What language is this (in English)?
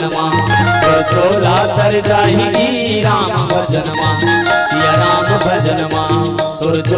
Chhattisgarhi